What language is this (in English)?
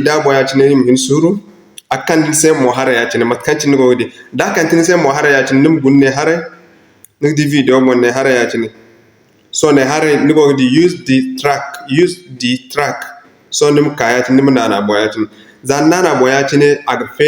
Zarma